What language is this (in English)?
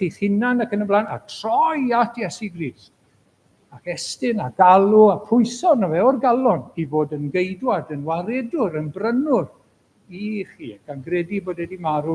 Welsh